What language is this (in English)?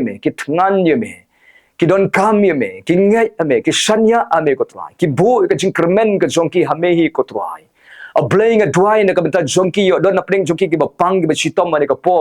Khasi